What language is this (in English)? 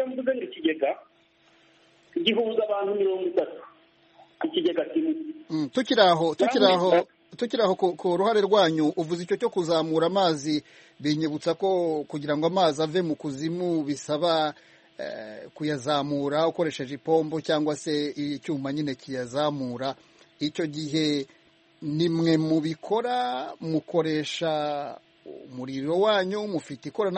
Kinyarwanda